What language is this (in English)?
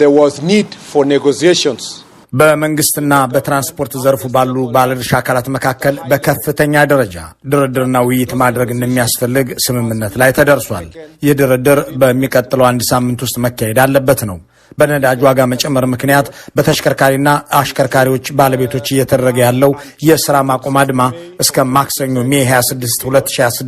Amharic